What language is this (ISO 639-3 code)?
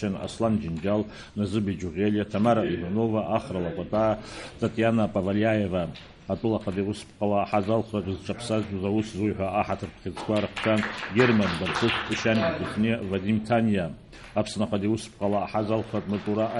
abk